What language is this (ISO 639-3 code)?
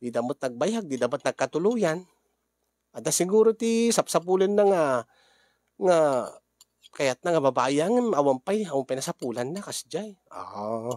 ilo